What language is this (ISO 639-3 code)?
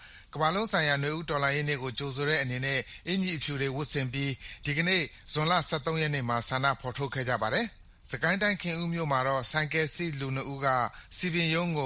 mya